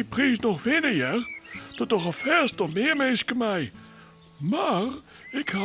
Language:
Western Frisian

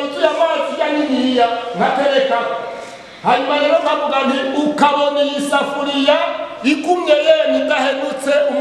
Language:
Rundi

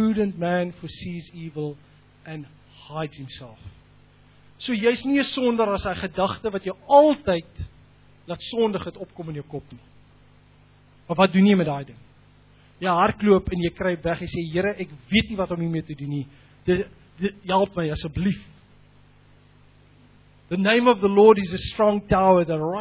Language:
Afrikaans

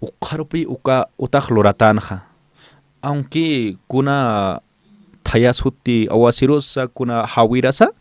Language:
Aymara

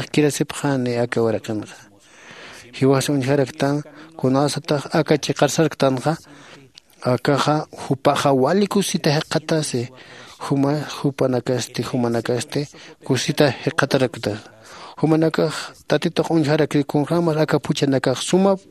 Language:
Aymara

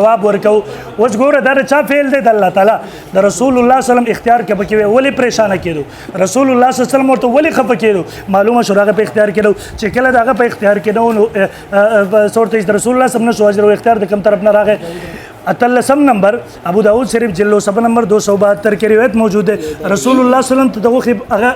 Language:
Pashto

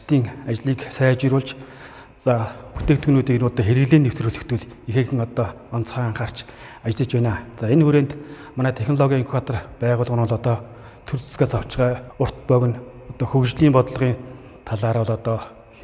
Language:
Mongolian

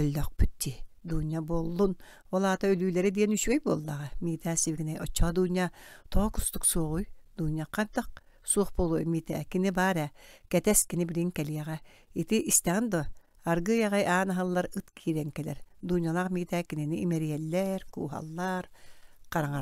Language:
Yakut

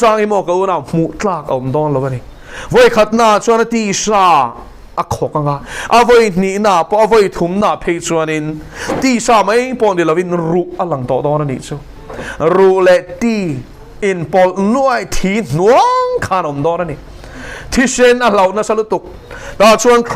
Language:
Mizo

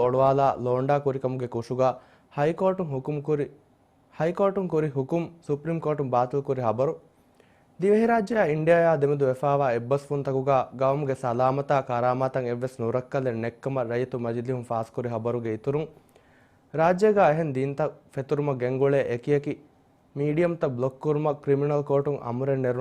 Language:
Divehi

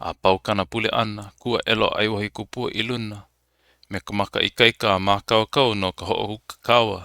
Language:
Hawaiian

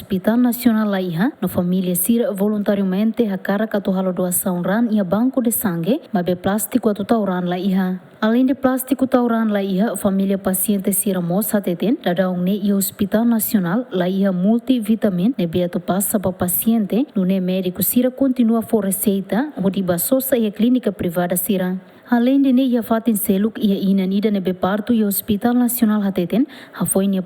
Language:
Tetum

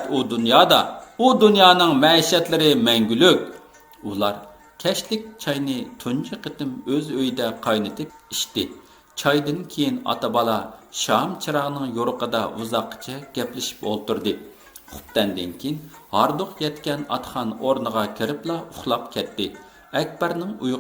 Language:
Uyghur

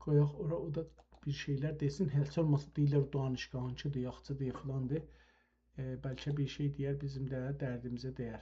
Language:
South Azerbaijani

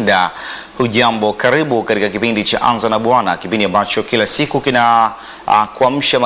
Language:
Swahili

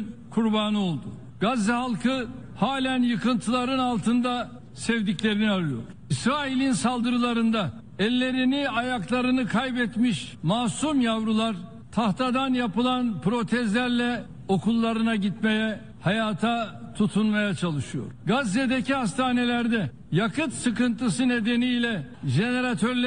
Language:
Turkish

